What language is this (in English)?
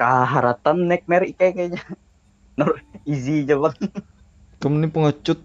Banjar